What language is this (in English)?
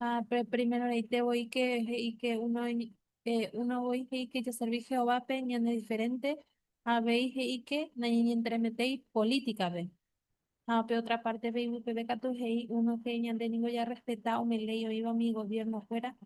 Guarani